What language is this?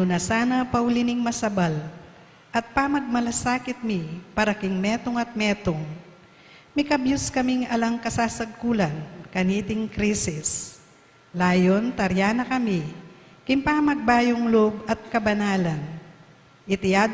Pampanga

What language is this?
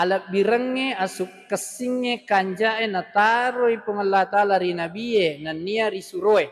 Buginese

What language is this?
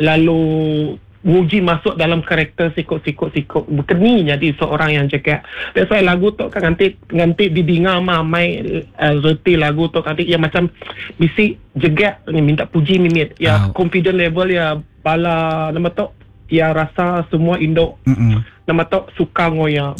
Iban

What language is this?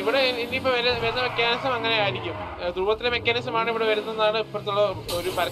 Malayalam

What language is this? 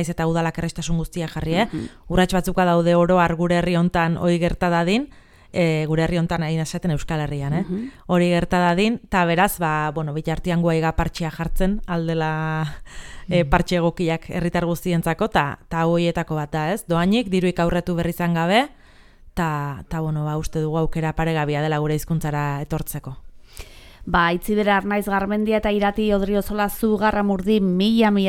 Basque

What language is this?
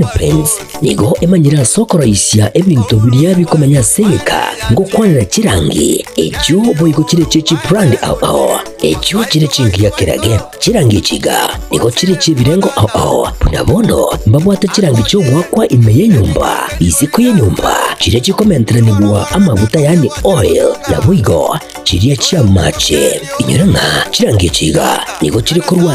Gusii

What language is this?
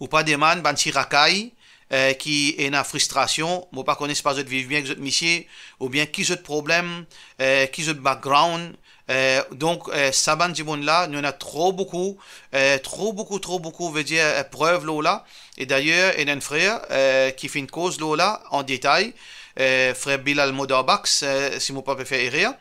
Morisyen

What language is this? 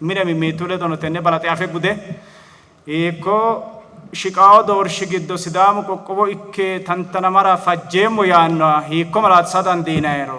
Sidamo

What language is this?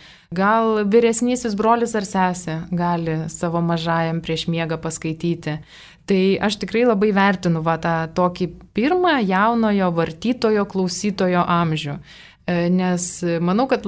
Lithuanian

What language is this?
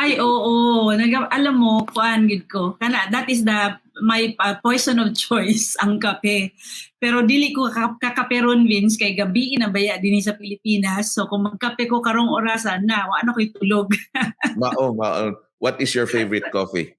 Cebuano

